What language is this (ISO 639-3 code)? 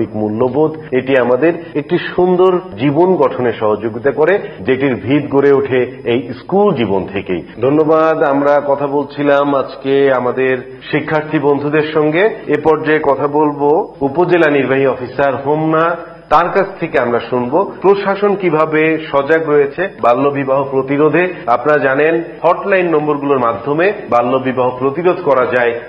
ben